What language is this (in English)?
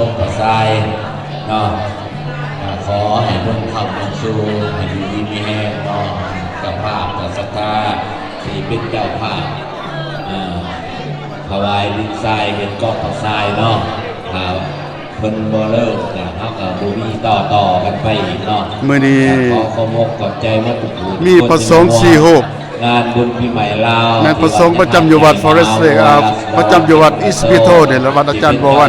Lao